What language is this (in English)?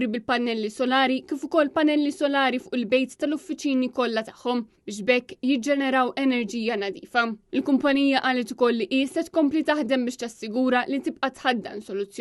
Maltese